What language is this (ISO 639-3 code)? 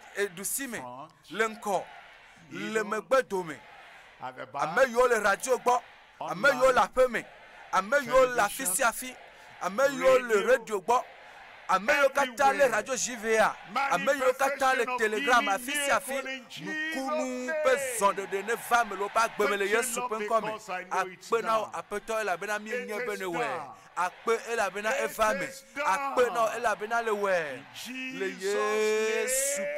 ewe